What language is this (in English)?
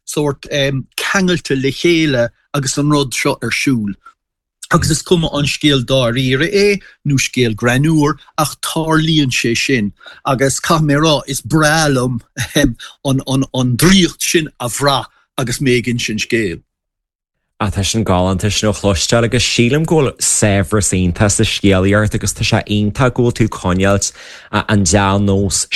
Irish